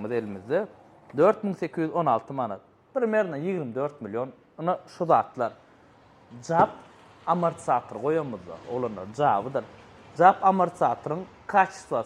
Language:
Turkmen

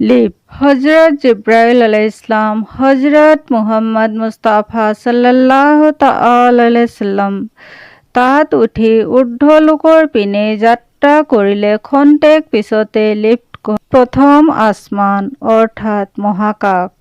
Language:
Assamese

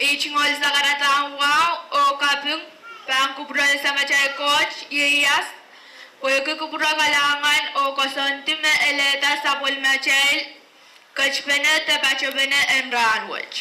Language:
Pohnpeian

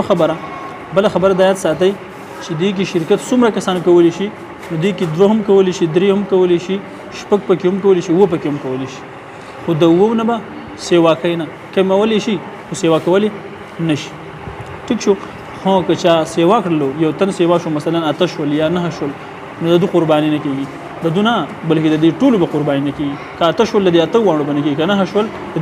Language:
Pashto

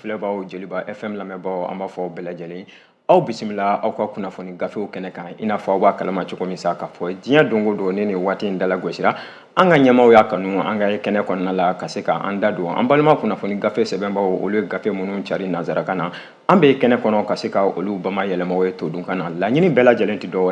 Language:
Bambara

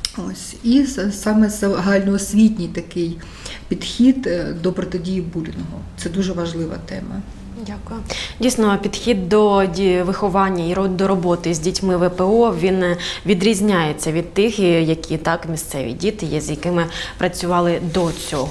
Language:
Ukrainian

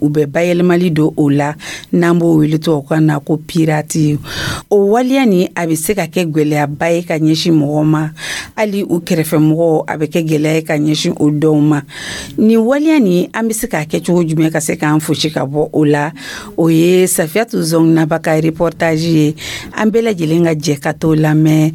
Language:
Dyula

